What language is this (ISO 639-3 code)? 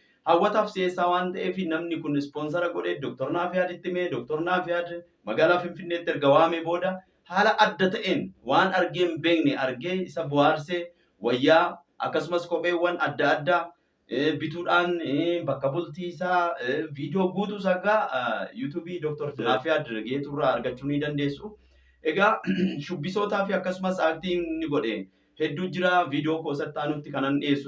orm